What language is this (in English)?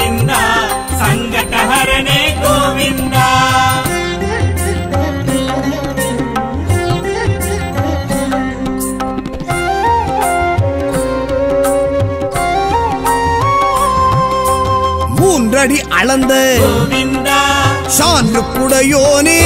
Tamil